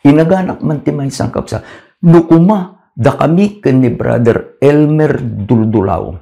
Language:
Iloko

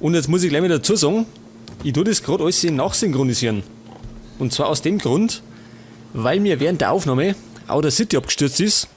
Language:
Bavarian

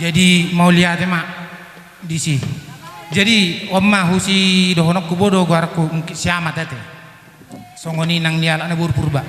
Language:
Batak Toba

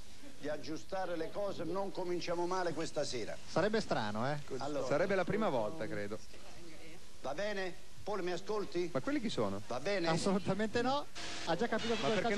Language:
Italian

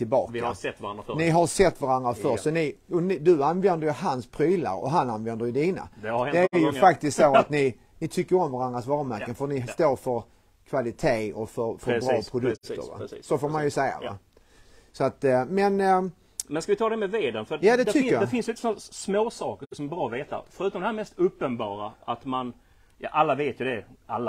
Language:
Swedish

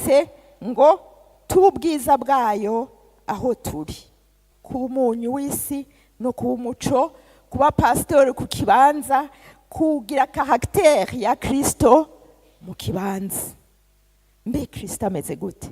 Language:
Rundi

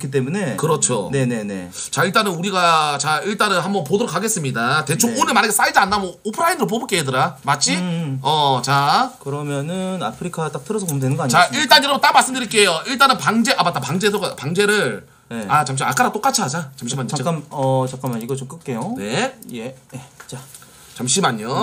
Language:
Korean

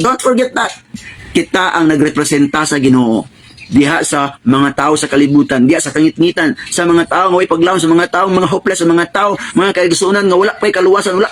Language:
Cebuano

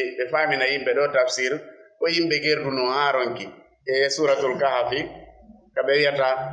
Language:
Fula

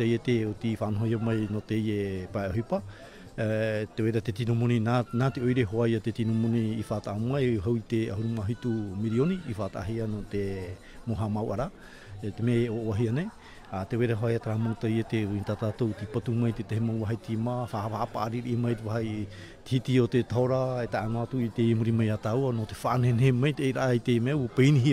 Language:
Tahitian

